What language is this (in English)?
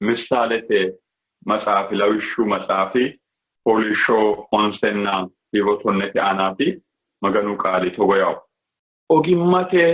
Sidamo